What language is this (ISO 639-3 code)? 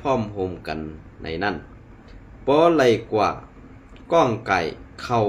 shn